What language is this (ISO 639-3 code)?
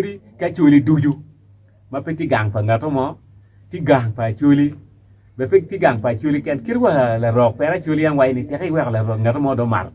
ach